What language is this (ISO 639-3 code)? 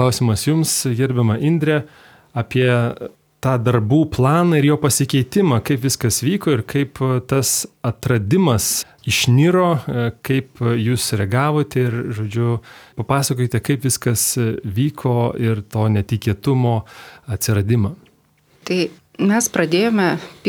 lit